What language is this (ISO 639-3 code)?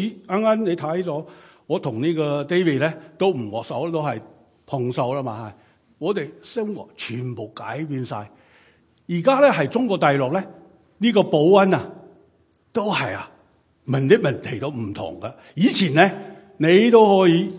yue